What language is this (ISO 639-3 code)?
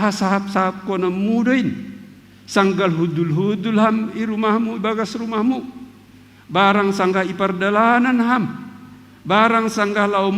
bts